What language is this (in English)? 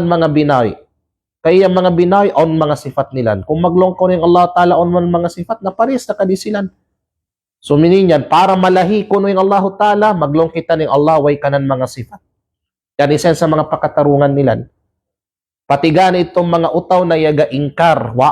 Kalagan